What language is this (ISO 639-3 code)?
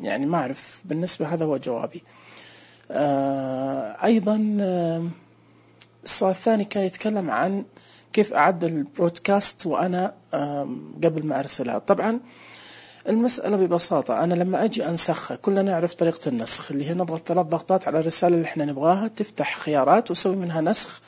ars